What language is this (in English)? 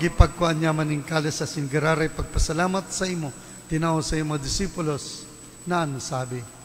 Bikol